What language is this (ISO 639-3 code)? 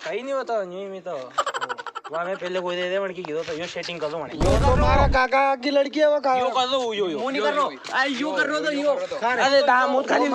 raj